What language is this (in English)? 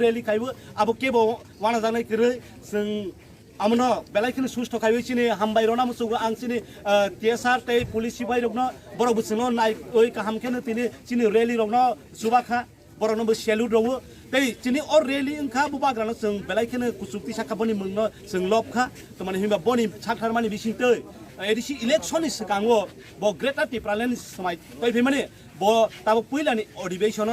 Kok Borok